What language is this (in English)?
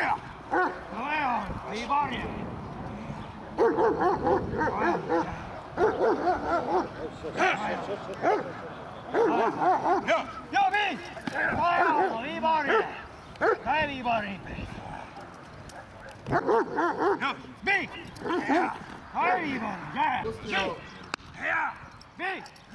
Czech